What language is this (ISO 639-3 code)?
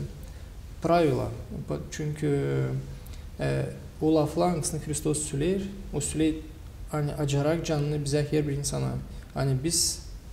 gag